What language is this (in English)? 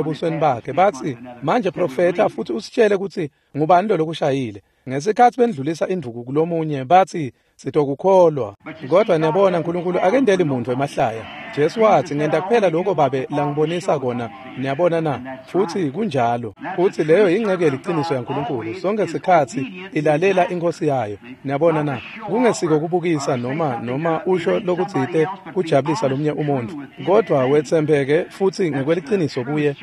Swati